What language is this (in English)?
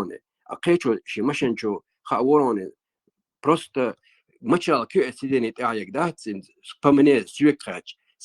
Chechen